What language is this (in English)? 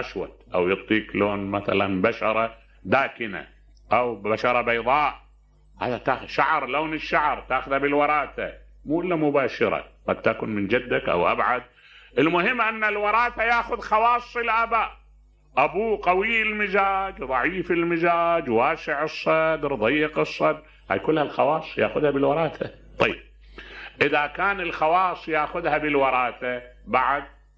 Mesopotamian Arabic